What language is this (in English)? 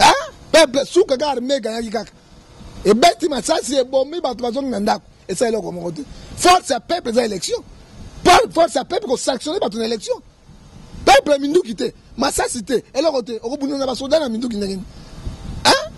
Lingala